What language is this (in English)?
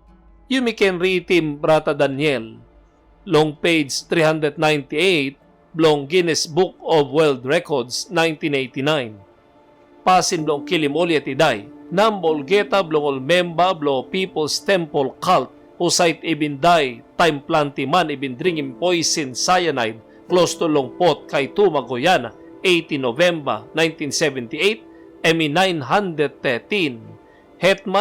Tok Pisin